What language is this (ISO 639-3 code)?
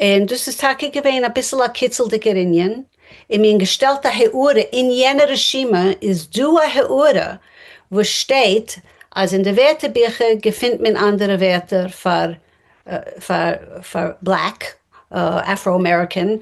yid